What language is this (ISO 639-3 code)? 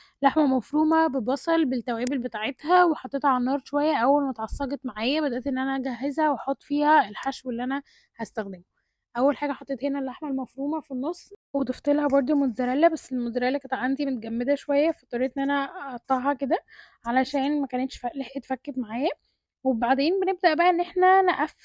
arz